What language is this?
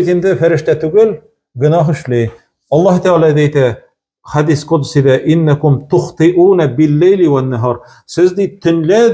Tatar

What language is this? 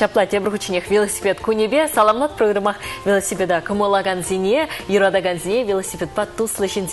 Chuvash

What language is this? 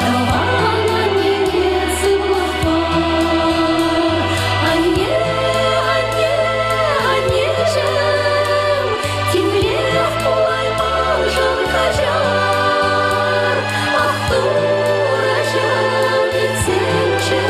Chuvash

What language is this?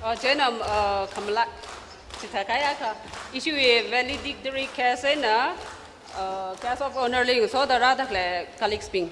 Tangkhul Naga (India)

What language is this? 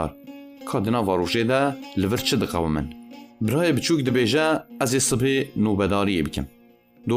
Kurdish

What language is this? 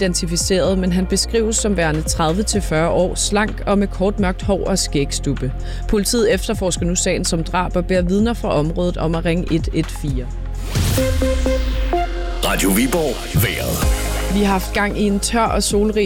Danish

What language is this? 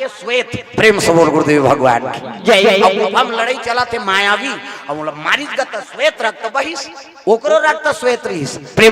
Chhattisgarhi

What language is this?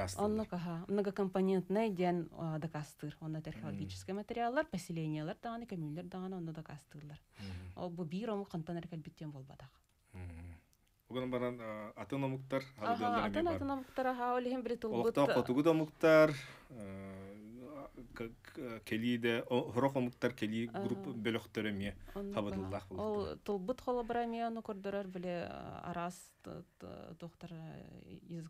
Yakut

